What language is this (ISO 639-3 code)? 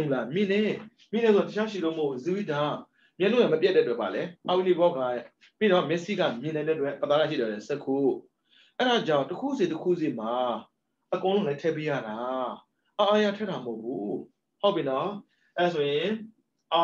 mya